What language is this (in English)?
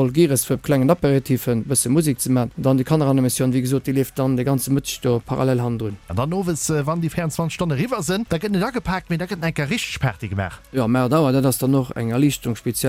Luxembourgish